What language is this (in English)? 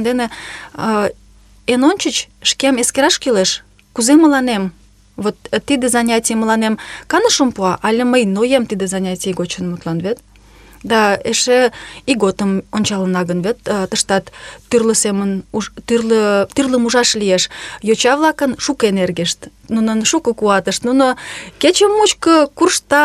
Mari